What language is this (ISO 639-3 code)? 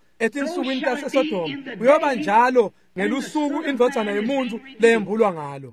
ssw